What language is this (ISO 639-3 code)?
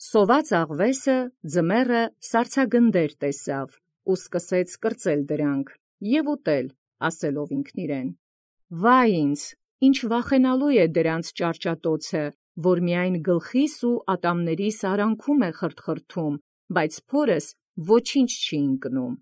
hye